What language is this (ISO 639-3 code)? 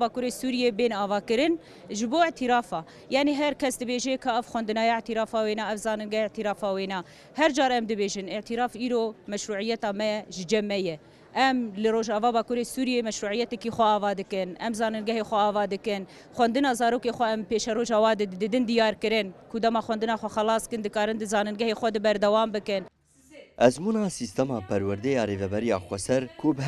kur